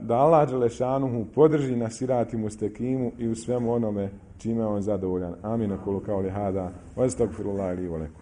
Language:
Bosnian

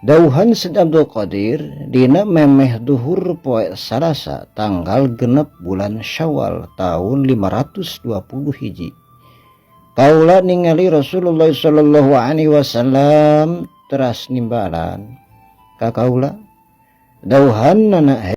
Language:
Sundanese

